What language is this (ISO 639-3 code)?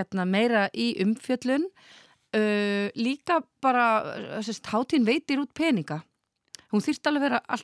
isl